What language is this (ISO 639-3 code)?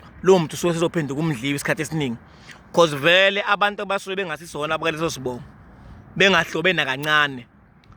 zul